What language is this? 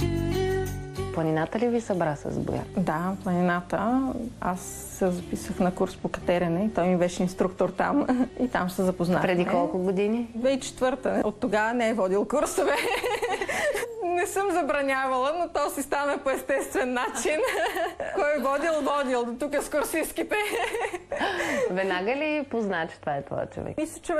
Bulgarian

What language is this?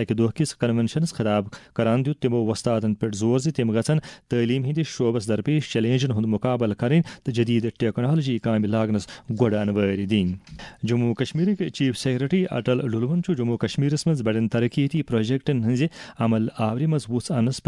Kashmiri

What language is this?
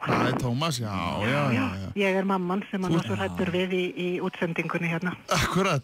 Icelandic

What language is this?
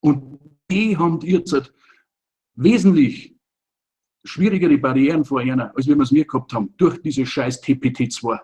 Bavarian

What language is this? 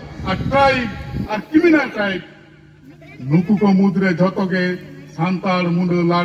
Santali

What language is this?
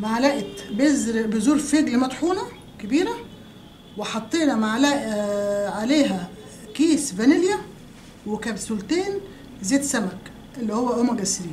Egyptian Arabic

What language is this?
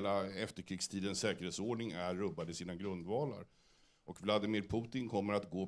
Swedish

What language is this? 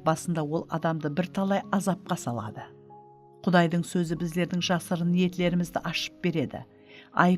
Kara-Kalpak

